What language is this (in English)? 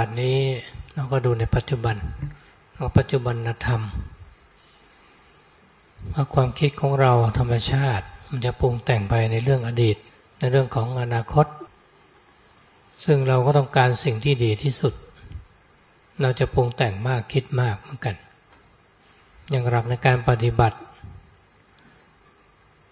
Thai